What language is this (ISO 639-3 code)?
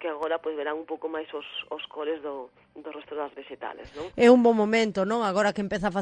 glg